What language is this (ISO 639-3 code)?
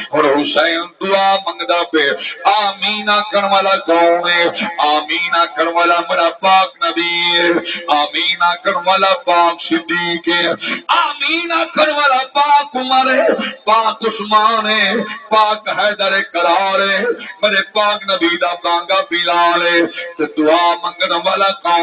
skr